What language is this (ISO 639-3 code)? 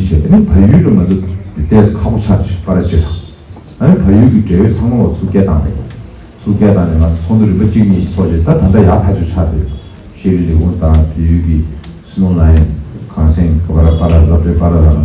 bod